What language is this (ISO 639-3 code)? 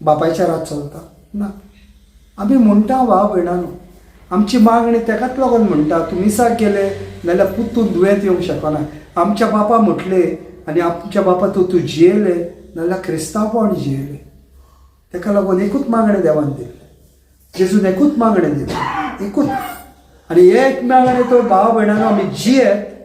kok